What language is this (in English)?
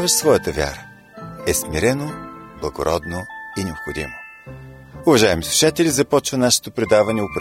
Bulgarian